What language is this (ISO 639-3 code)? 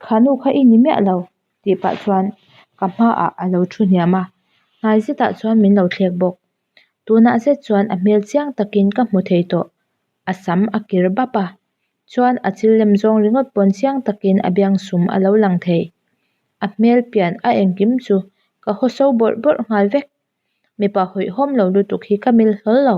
lus